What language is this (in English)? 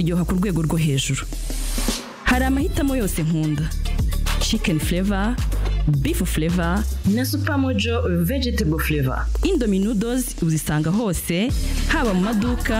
Kinyarwanda